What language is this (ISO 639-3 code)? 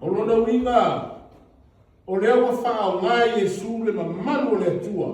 smo